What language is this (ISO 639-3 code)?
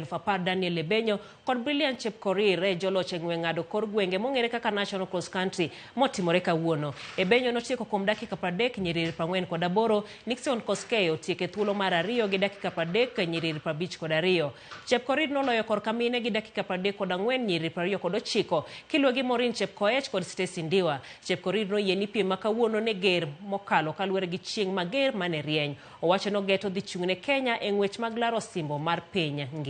luo